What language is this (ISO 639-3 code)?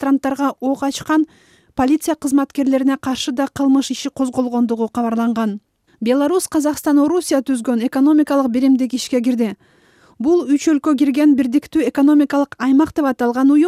kir